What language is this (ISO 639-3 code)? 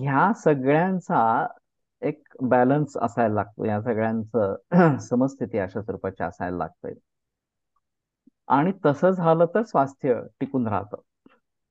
mar